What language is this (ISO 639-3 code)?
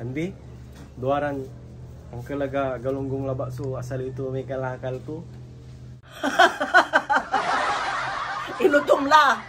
pag